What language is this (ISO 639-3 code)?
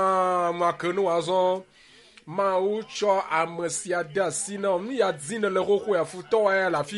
ewe